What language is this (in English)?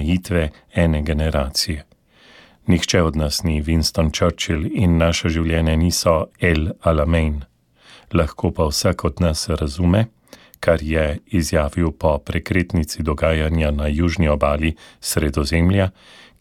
Slovenian